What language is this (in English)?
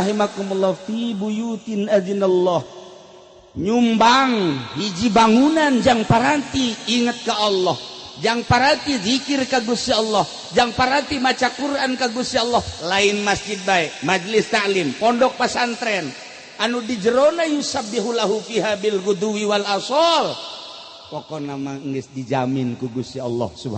Sundanese